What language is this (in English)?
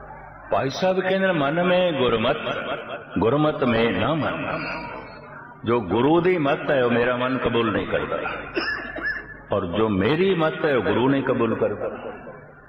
Punjabi